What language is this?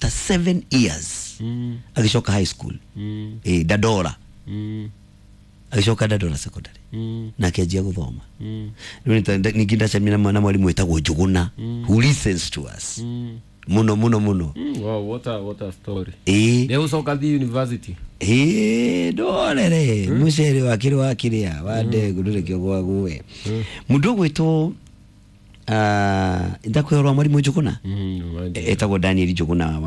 Kikuyu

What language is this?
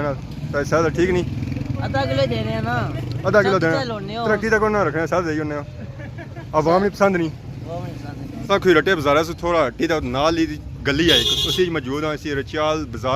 Pahari-Potwari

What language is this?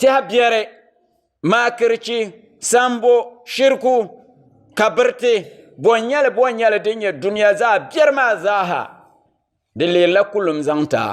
Dagbani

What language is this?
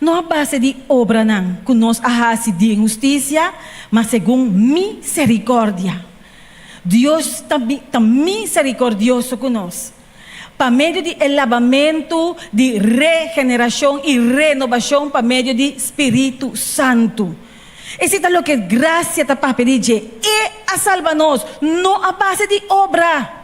Papiamento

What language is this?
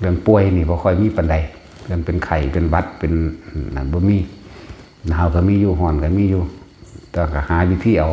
Northeastern Thai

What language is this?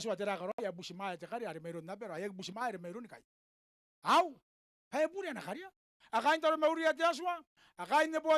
Gilbertese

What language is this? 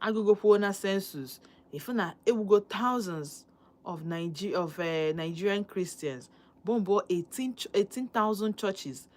Igbo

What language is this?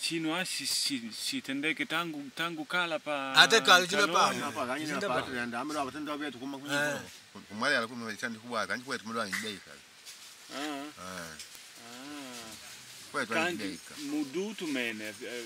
Makonde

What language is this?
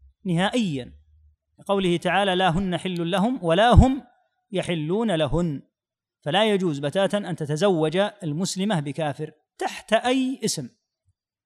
Arabic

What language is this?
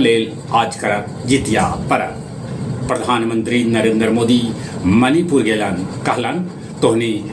Magahi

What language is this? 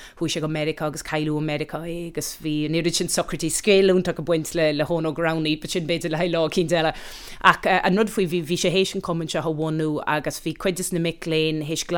Irish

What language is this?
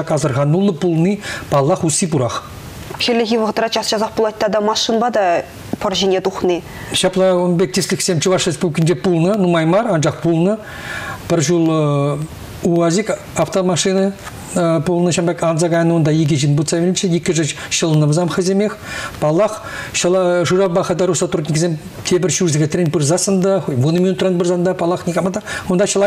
Chuvash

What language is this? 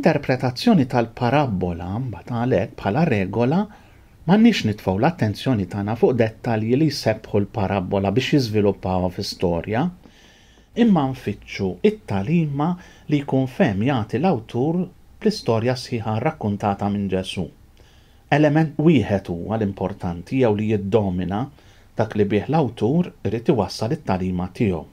Maltese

